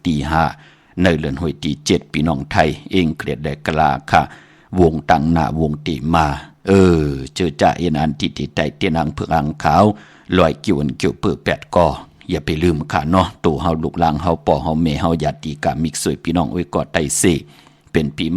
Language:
Shan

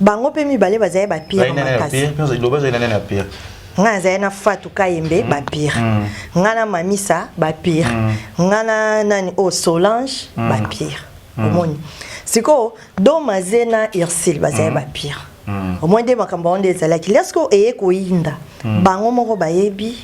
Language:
Lingala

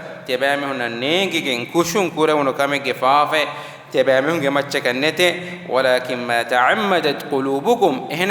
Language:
Divehi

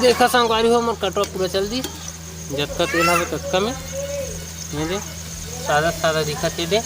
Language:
Chhattisgarhi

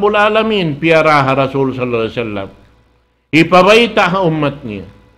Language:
Tausug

